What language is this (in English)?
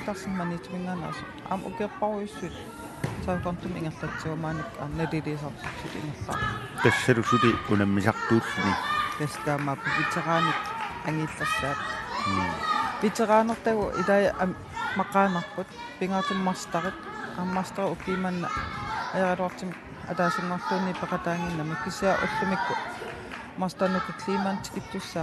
Kalaallisut